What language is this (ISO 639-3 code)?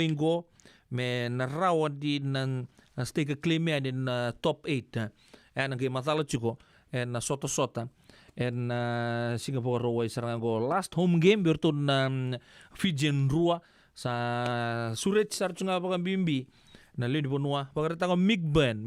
fij